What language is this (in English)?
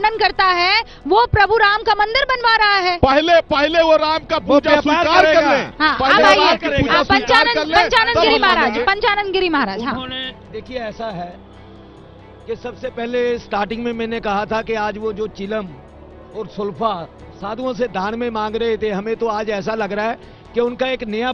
Hindi